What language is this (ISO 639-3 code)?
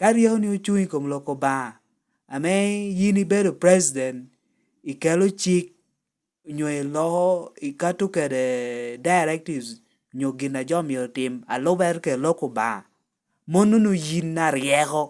laj